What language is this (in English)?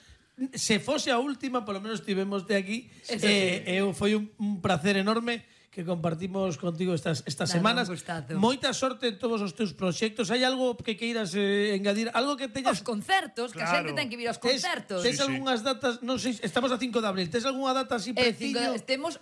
Galician